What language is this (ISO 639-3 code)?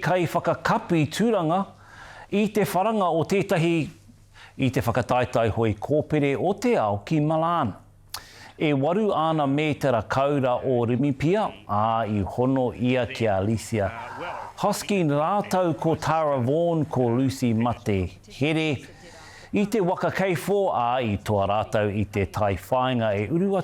mri